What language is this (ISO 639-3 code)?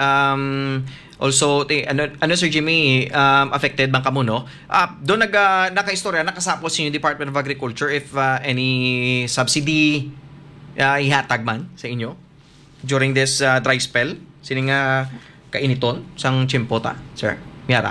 hil